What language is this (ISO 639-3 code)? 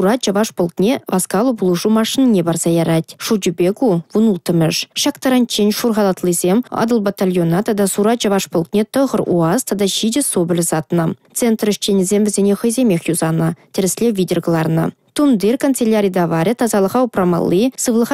chv